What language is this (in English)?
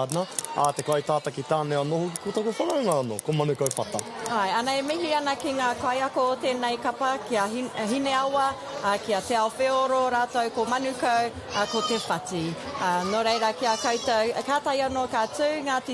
Māori